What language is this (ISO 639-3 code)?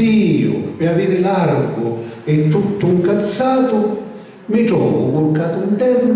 scn